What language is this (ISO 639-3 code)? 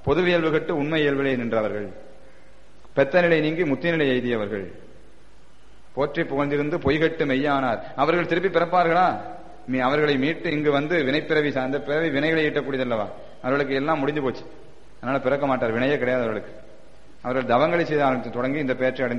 tam